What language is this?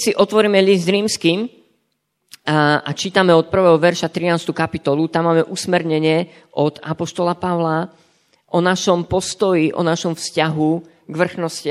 Slovak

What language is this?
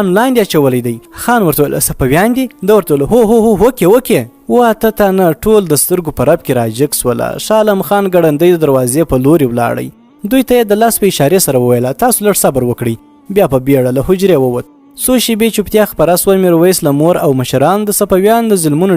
Pashto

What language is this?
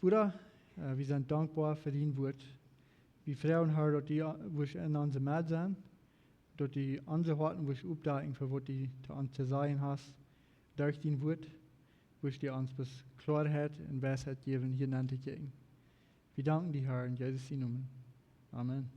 Plautdietsch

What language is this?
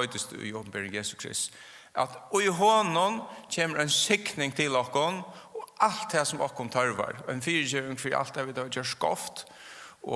Faroese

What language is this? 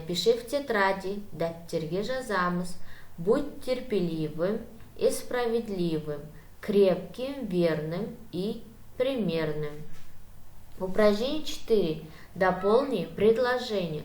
Kazakh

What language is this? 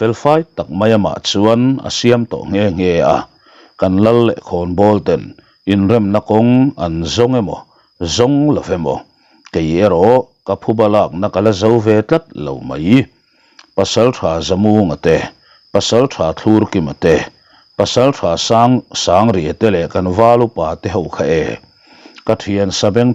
Mizo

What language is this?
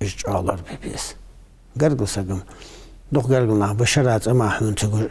Ingush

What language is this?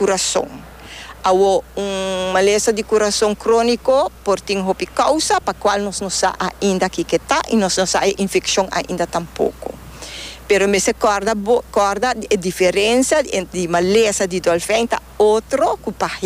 Papiamento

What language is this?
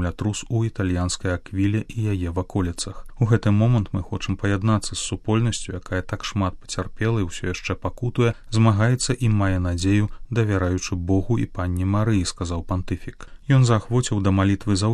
Belarusian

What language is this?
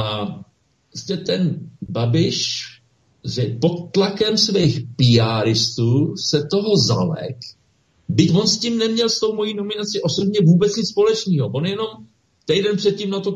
Czech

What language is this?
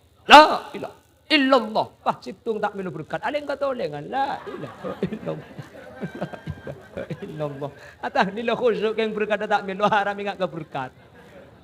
Madurese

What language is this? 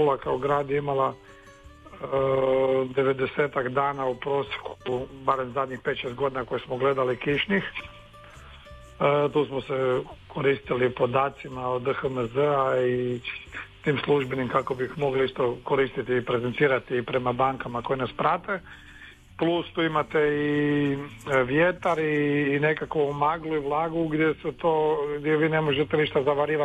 Croatian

